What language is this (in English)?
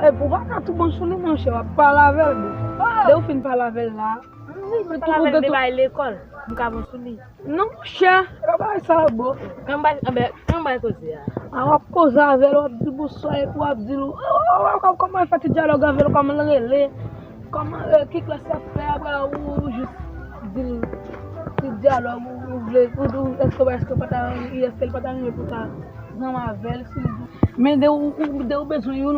Haitian Creole